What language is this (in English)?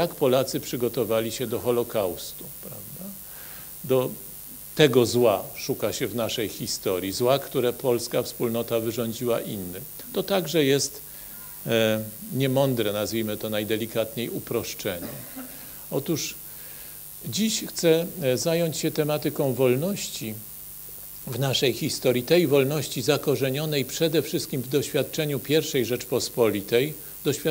Polish